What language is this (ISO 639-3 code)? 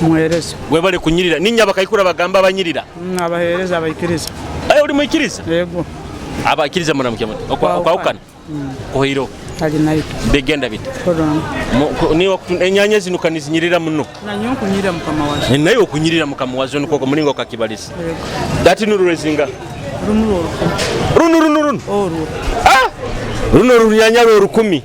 nyo